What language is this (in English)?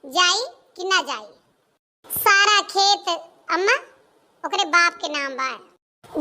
Awadhi